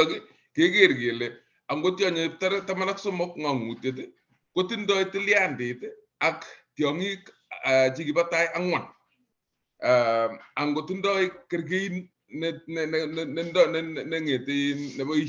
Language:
Kalenjin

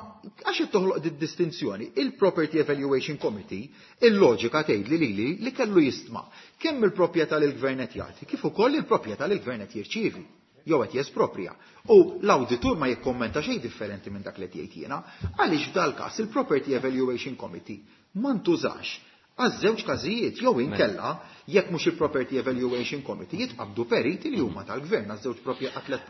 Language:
Maltese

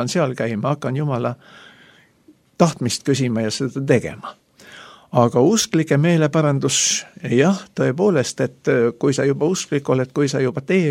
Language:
Estonian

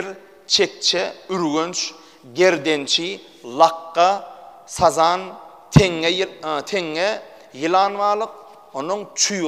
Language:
Turkmen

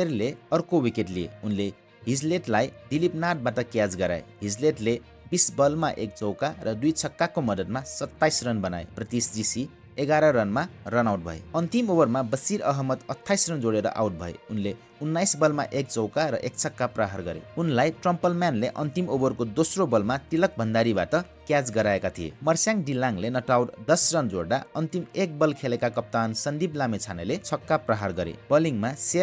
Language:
Nepali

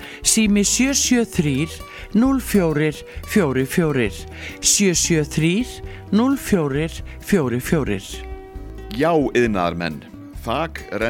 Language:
Icelandic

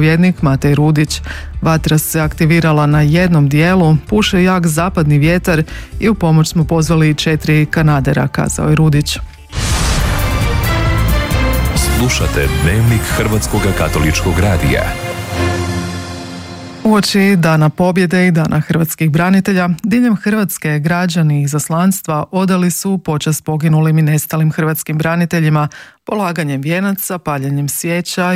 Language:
Croatian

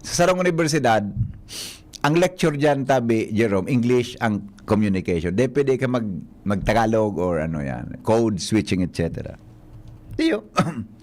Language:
Bikol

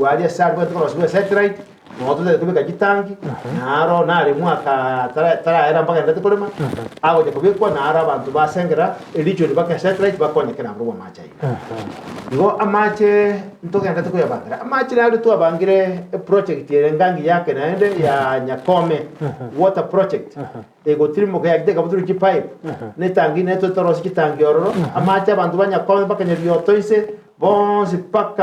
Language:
Gusii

